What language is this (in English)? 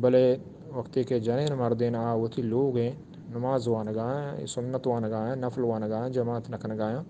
Eastern Balochi